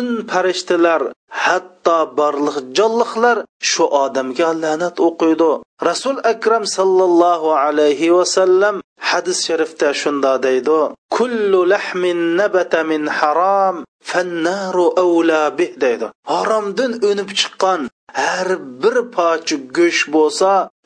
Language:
Uyghur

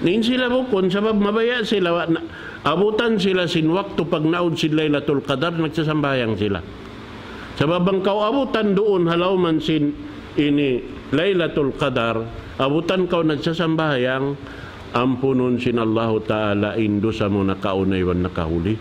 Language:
Tausug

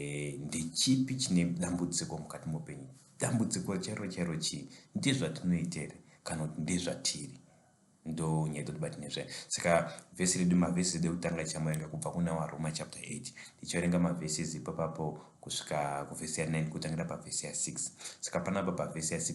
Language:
Shona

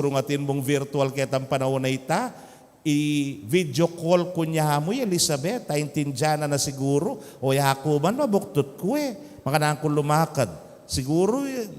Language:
Pampanga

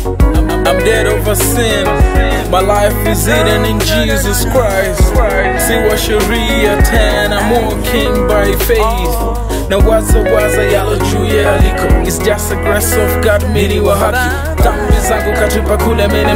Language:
Swahili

